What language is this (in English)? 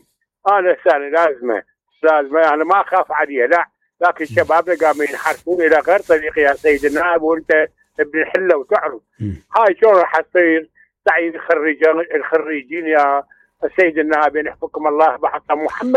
Mesopotamian Arabic